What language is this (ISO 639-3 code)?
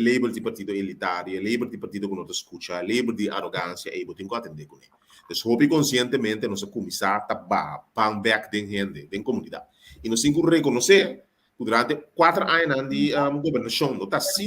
pap